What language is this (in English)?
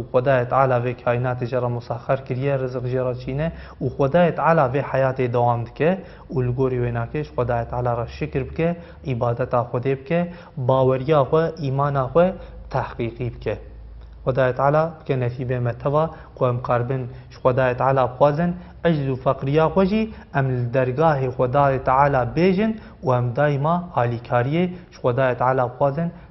Kurdish